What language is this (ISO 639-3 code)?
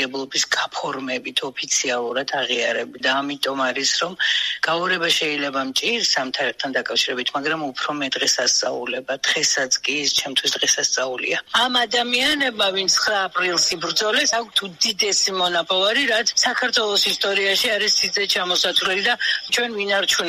kat